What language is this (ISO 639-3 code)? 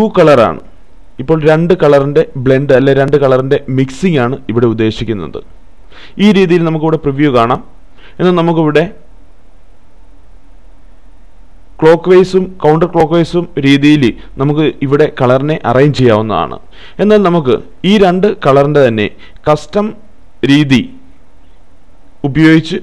mal